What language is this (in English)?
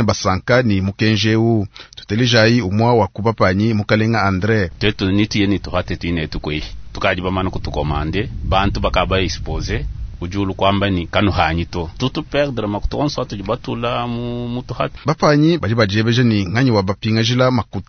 Luba-Lulua